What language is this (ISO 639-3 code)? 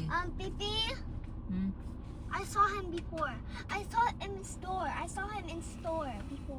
cnh